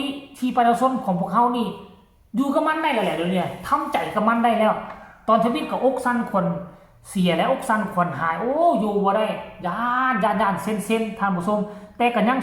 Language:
Northeastern Thai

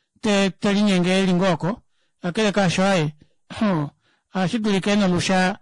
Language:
Kuanyama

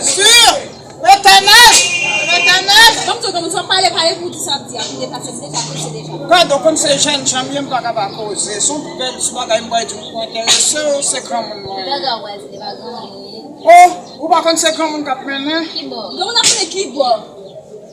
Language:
Haitian Creole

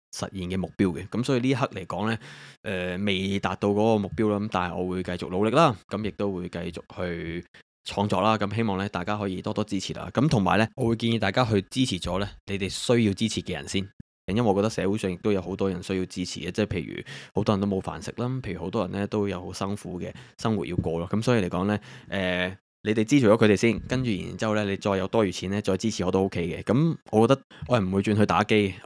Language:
Cantonese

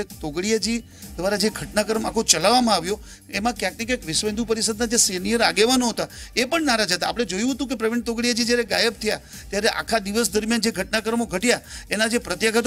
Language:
Gujarati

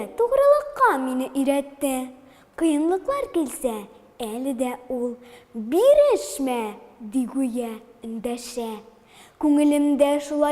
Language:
Tatar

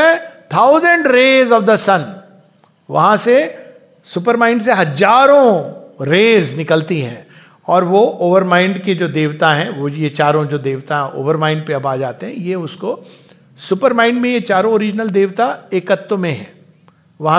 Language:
Hindi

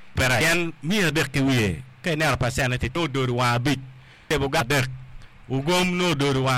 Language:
Acoli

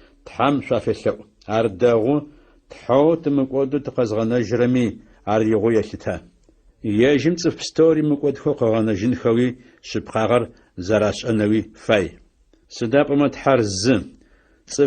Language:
Adyghe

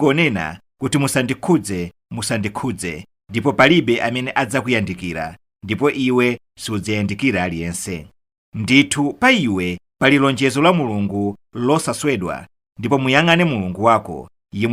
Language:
Nyanja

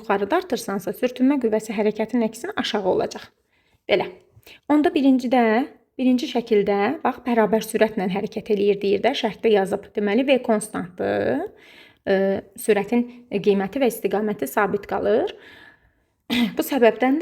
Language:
Azerbaijani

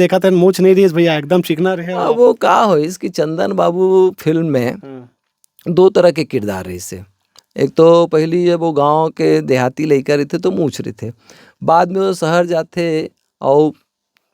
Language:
Chhattisgarhi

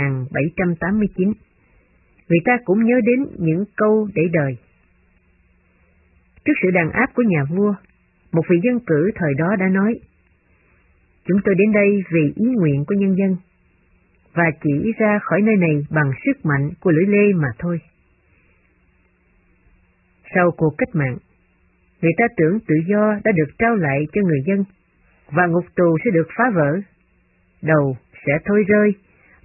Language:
Vietnamese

